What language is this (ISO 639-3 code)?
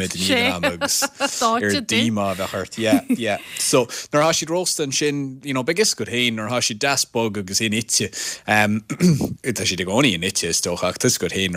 gle